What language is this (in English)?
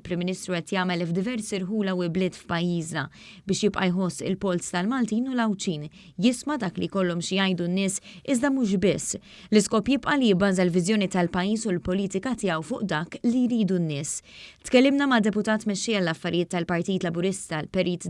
Maltese